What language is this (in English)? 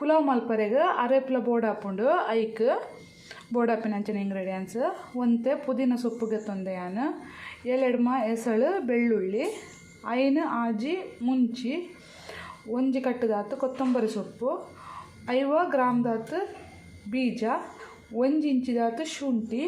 Tulu